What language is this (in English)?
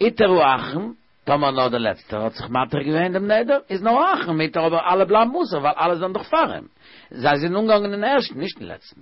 Yiddish